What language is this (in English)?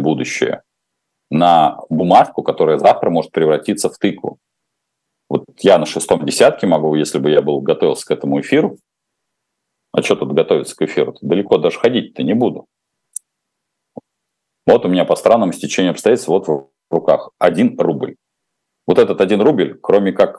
Russian